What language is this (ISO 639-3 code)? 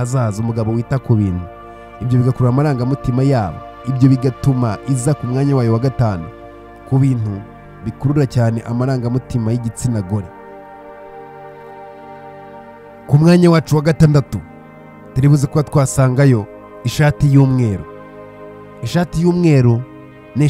kin